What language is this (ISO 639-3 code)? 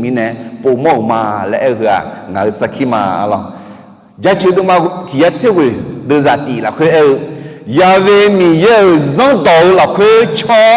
ahk